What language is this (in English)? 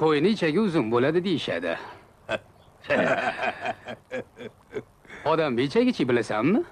Uzbek